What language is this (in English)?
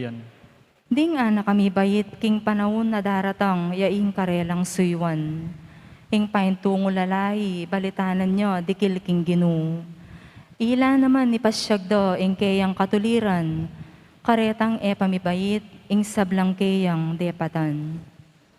Pampanga